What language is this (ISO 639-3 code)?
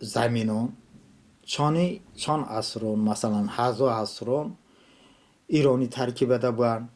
tly